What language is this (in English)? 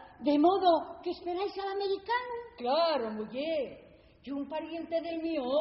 Asturian